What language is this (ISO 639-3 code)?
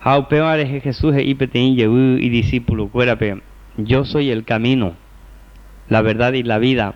grn